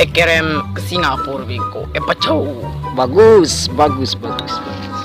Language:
Madurese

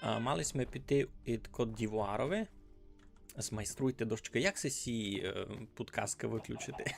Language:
Rusyn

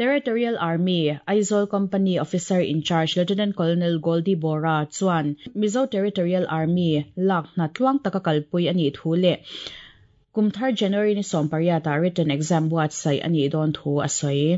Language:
Mizo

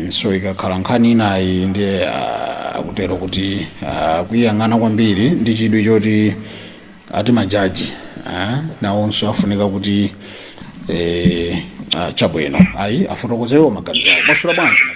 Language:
Nyanja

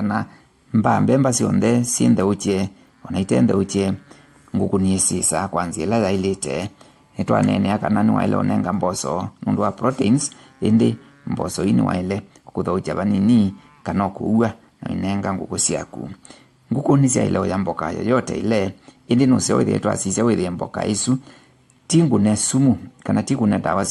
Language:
Kamba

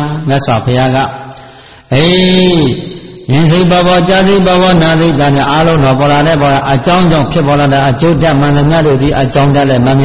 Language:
Burmese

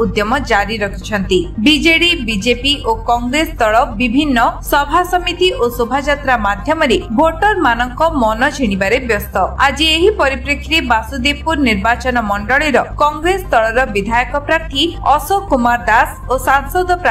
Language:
Odia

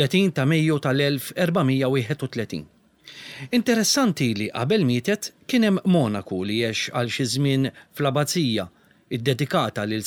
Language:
Maltese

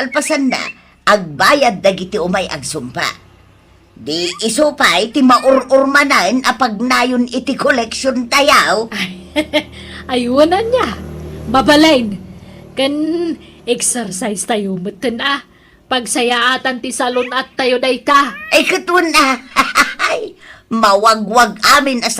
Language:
Iloko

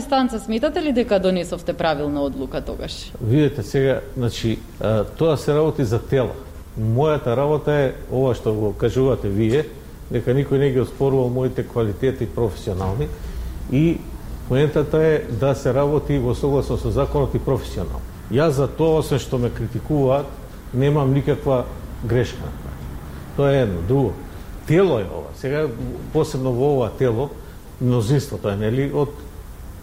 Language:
Macedonian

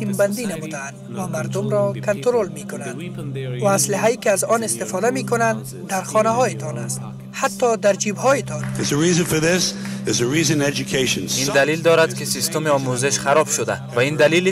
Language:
Persian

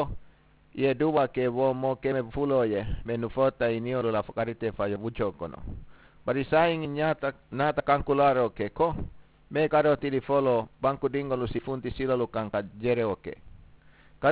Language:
Mandingo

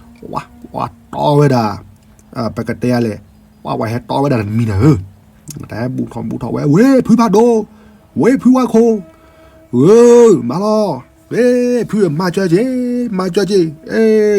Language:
S'gaw Karen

